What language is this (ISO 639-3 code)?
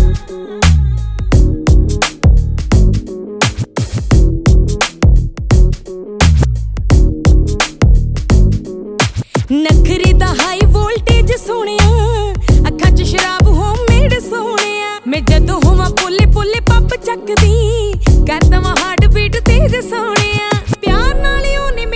pan